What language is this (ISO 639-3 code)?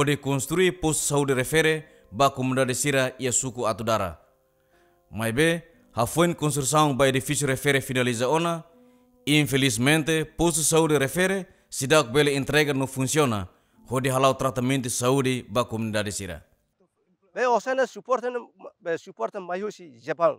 tet